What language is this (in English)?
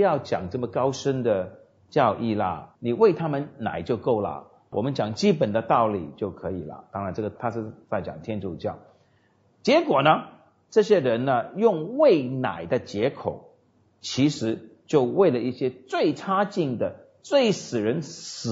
Chinese